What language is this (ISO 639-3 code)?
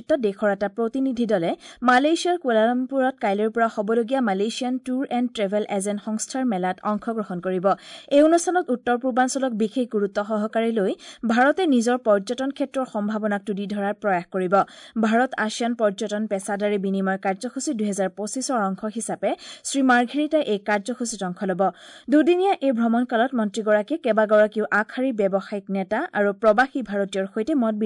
asm